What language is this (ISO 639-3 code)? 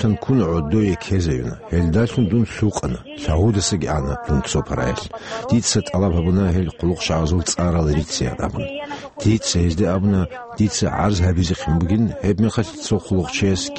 ava